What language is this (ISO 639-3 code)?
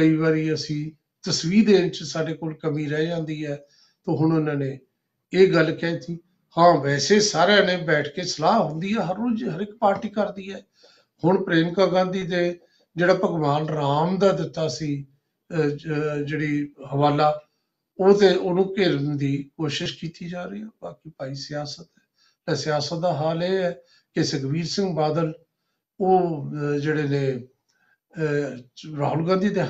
pan